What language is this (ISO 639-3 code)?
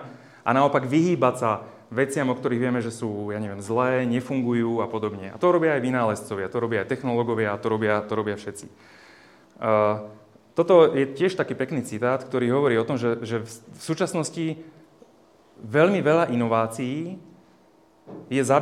slk